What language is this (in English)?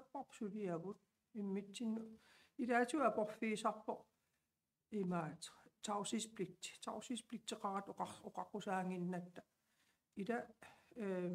Kalaallisut